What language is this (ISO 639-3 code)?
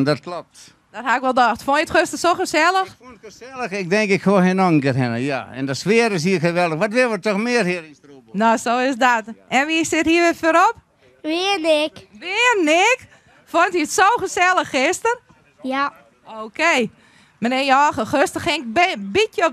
fry